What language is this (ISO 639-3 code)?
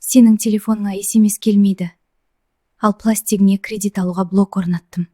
kaa